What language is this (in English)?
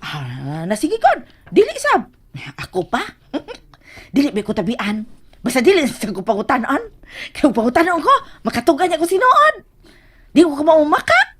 Cebuano